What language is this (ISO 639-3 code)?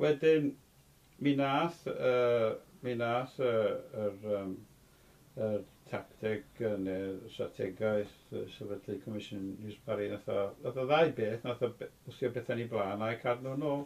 cym